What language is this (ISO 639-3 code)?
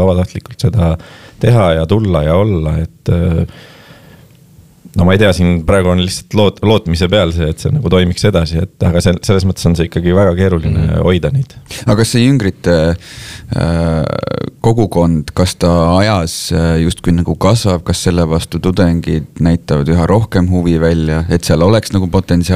est